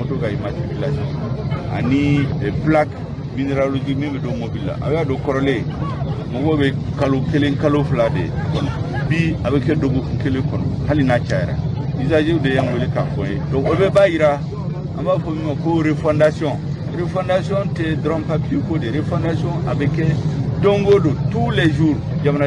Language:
Bambara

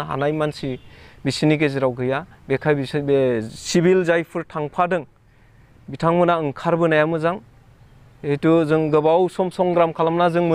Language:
Bodo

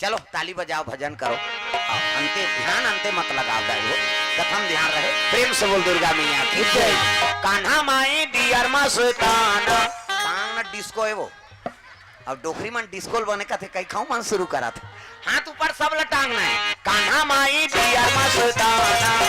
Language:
Chhattisgarhi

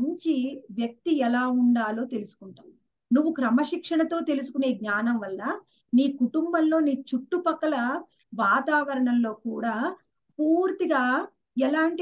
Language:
Telugu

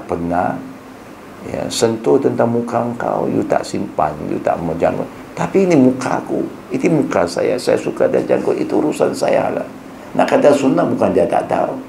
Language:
Malay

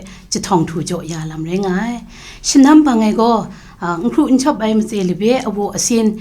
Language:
Kachin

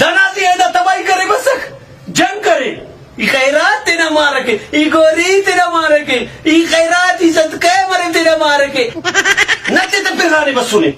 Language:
Brahui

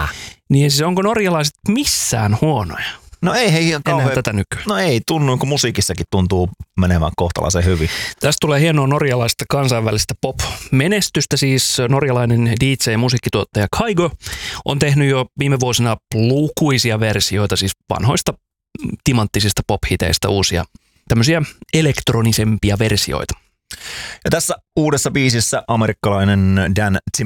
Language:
Finnish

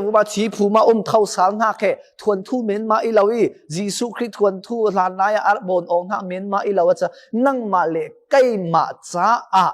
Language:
Falam Chin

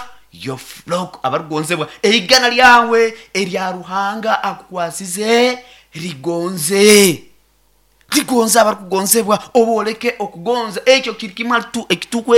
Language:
Nyoro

